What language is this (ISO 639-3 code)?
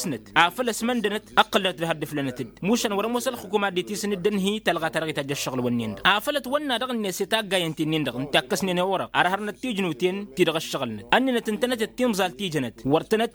taq